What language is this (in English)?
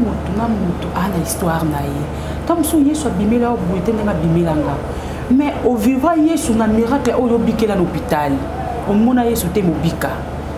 Lingala